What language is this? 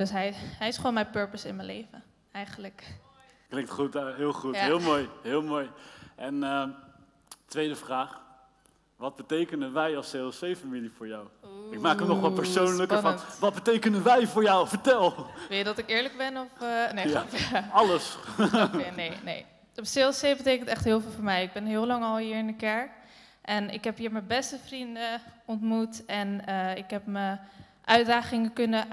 Dutch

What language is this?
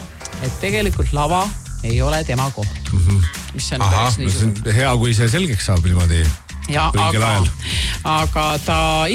Estonian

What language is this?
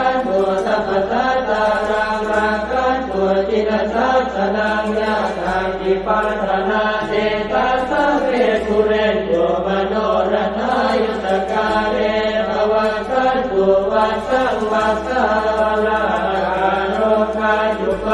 Pali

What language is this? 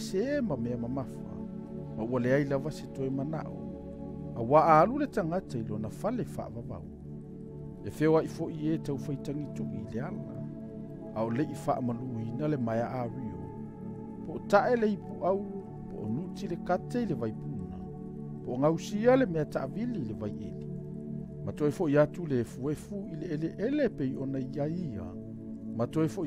Samoan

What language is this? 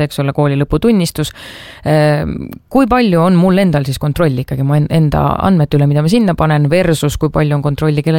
Estonian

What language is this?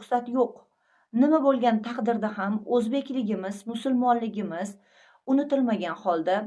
Uzbek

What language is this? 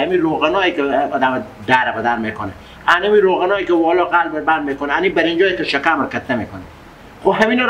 Persian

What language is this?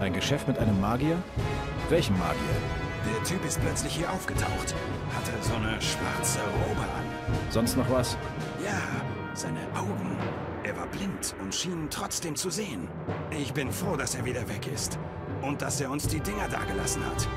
Bavarian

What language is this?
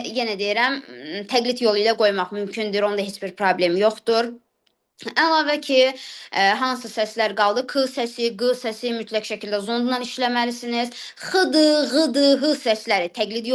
Azerbaijani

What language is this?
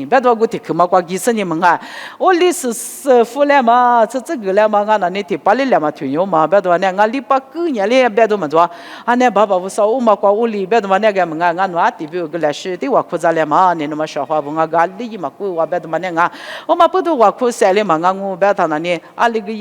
Lisu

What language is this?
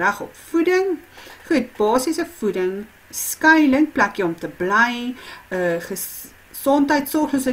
Afrikaans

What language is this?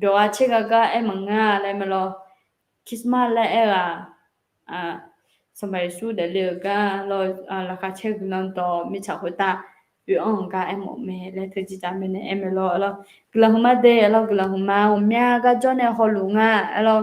Akha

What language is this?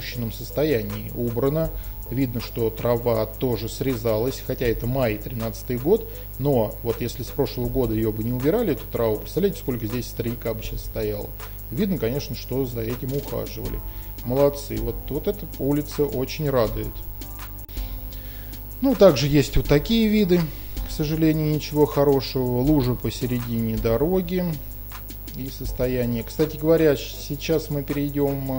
Russian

